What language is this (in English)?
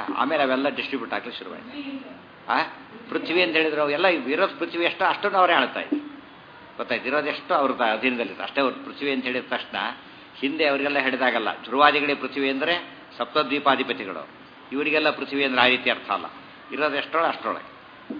Kannada